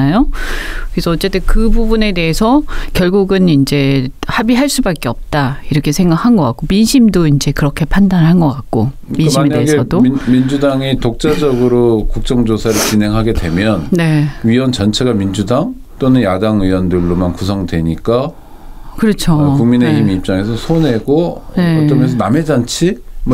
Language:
Korean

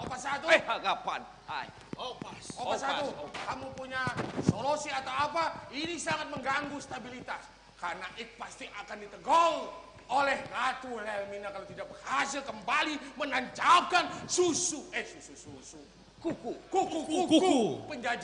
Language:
Banjar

